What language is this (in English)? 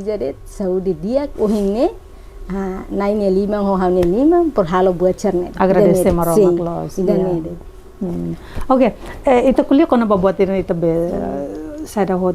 Tetum